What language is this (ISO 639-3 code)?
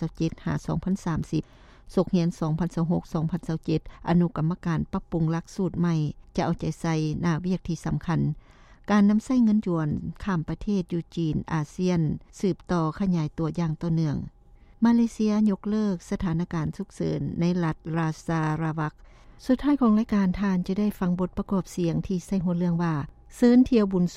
lao